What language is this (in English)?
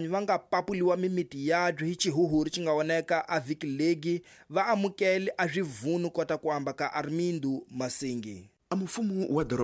Tsonga